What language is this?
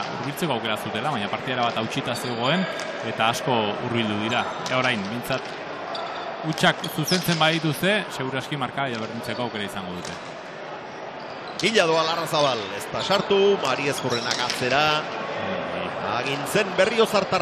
Basque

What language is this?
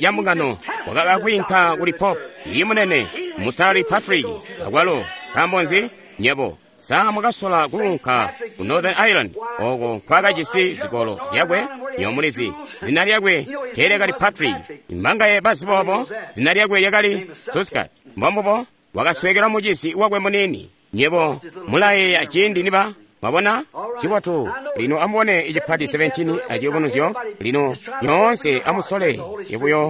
Tonga (Zambia)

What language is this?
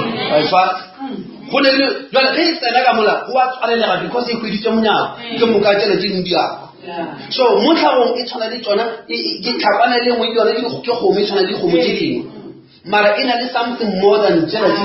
Northern Sotho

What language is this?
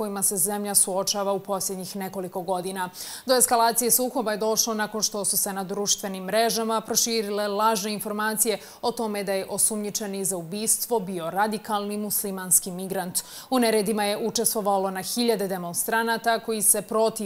Bosnian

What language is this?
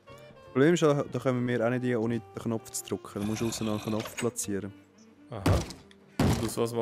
Swiss German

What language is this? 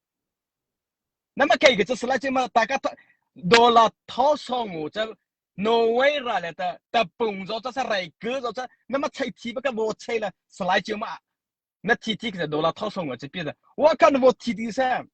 Mara Chin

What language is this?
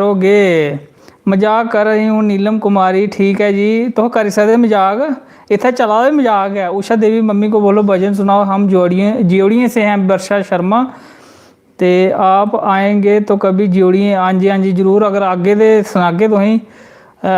Dogri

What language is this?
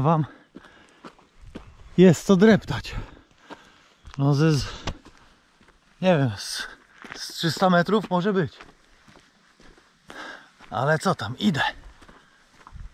Polish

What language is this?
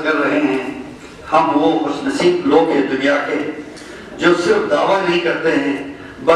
Urdu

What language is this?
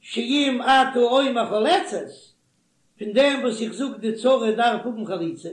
Yiddish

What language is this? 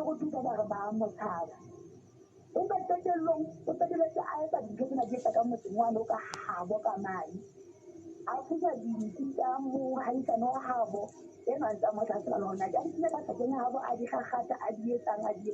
Southern Sotho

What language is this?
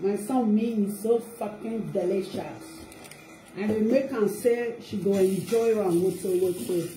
Nigerian Pidgin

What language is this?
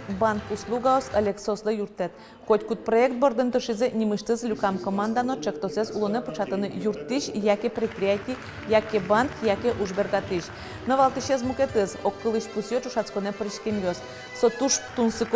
Udmurt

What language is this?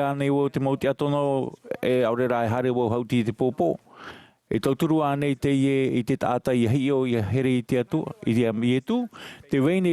Tahitian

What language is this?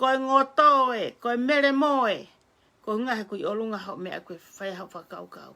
Tongan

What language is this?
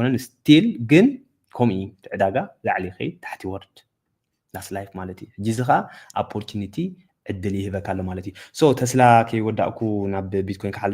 Tigrinya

